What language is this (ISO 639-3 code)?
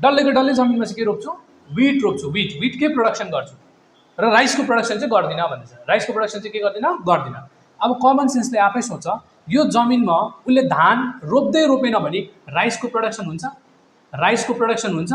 nep